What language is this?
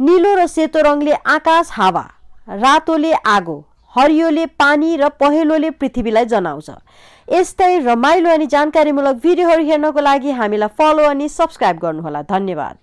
Nepali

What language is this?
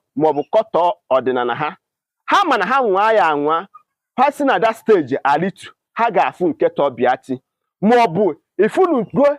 Igbo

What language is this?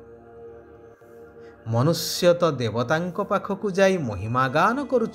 Odia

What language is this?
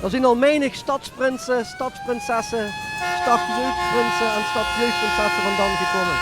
Limburgish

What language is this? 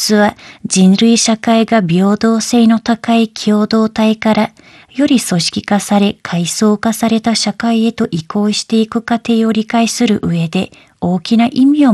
Japanese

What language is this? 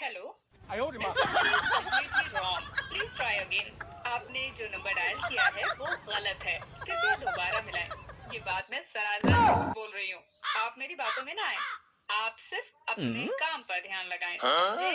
Karbi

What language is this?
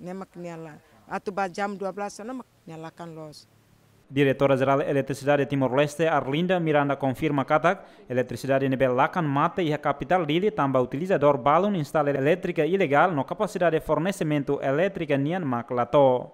Tetum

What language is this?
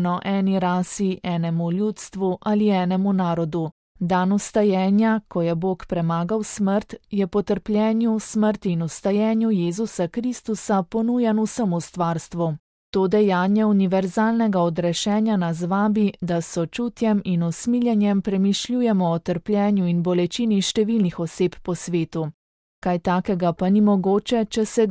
Slovenian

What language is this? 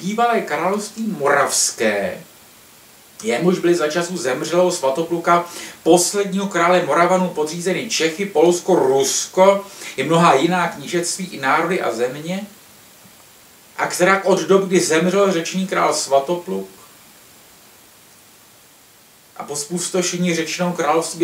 Czech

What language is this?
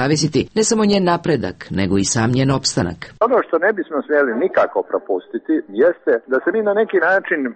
Serbian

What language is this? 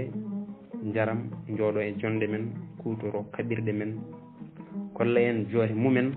Fula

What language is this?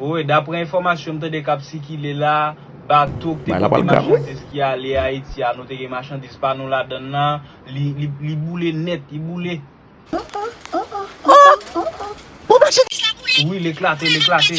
Haitian Creole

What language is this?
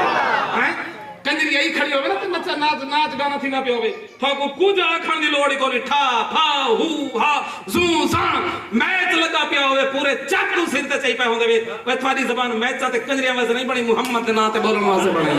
Saraiki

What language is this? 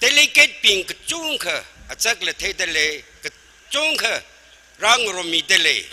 Tangkhul Naga (India)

